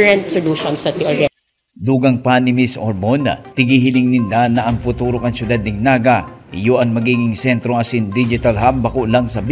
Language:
Bikol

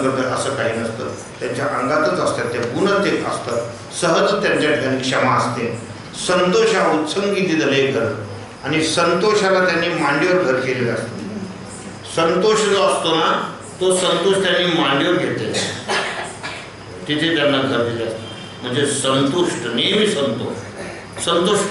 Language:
Marathi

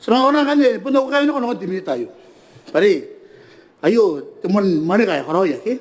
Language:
Gilbertese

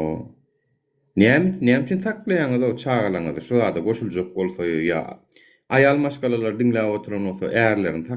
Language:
Turkmen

